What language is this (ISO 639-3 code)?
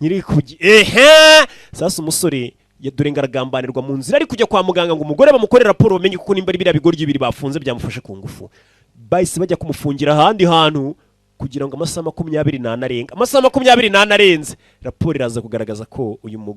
kin